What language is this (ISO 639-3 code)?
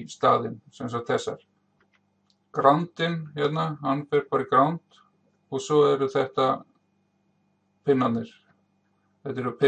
isl